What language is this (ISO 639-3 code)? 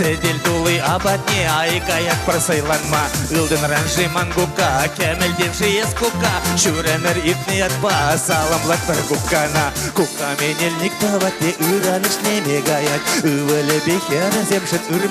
chv